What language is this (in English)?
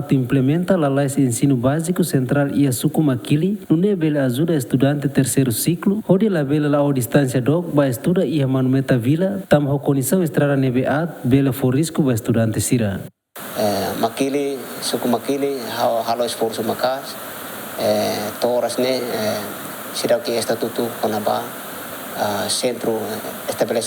Tetum